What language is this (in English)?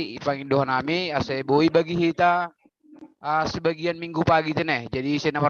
Batak Simalungun